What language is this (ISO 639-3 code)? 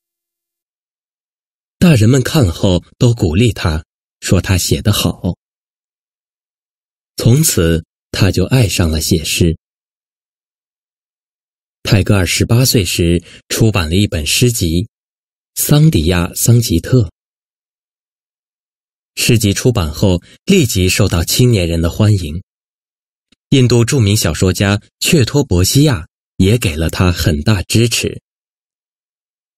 zho